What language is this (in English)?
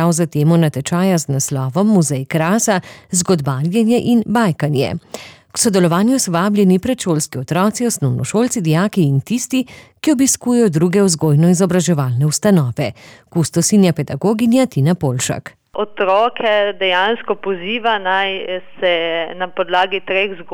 Slovenian